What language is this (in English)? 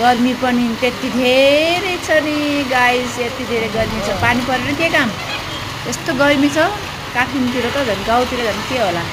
Nepali